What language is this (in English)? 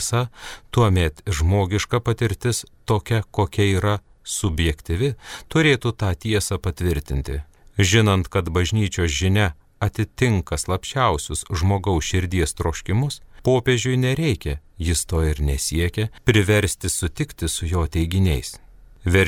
Lithuanian